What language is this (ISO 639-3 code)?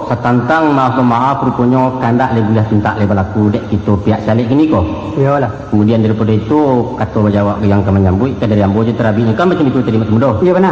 min